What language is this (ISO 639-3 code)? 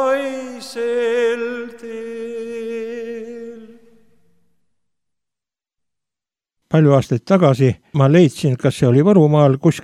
est